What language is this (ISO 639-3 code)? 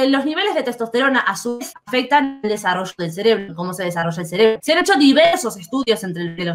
spa